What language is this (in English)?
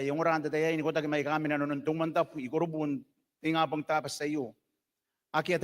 Gilbertese